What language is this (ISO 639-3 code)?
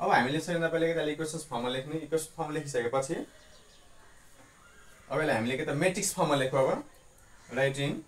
nep